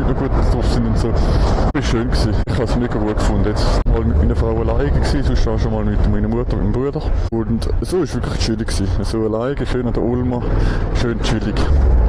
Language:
Swiss German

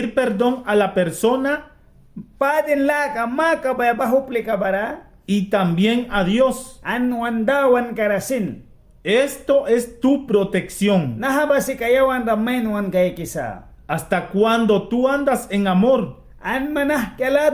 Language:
Mískito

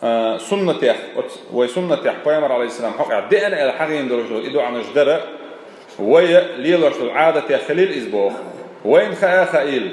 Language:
Chechen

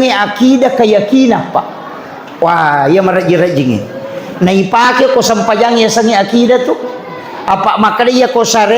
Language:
Buginese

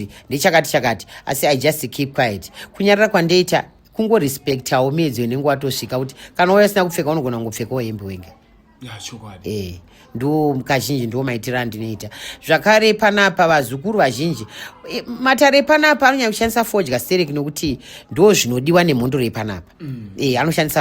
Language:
Shona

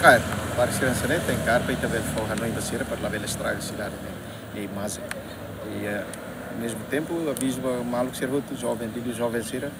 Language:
Tetum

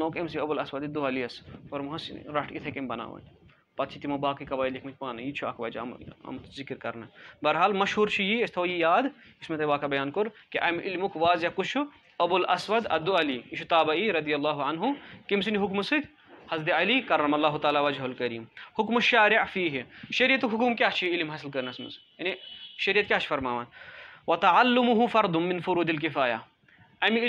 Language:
Kashmiri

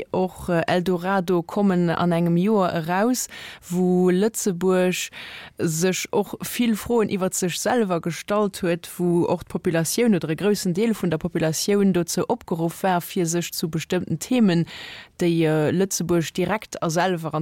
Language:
Luxembourgish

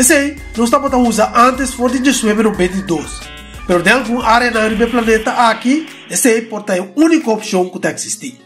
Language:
Papiamento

